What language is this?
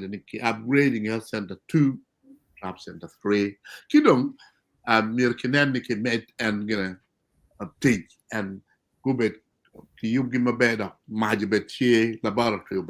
Acoli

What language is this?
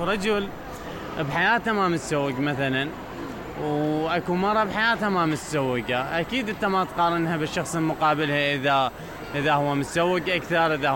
Mesopotamian Arabic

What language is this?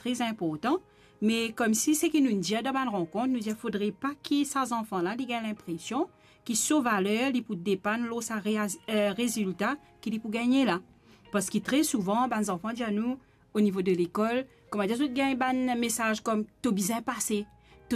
Morisyen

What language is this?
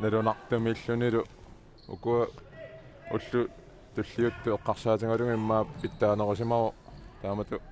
Kalaallisut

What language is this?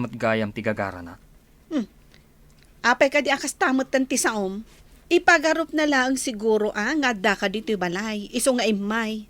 Iloko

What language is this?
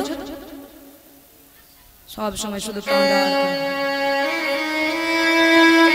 Bangla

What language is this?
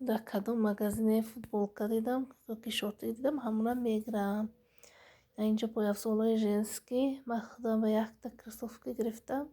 Tajik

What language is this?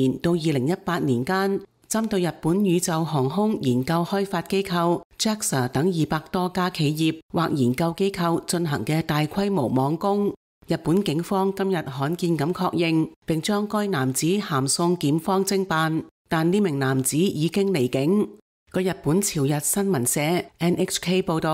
Cantonese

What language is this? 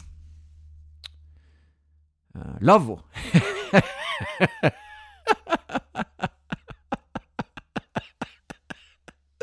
Norwegian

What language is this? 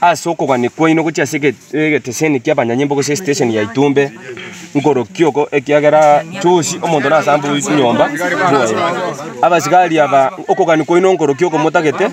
Gusii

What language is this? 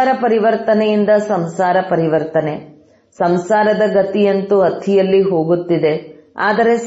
Kannada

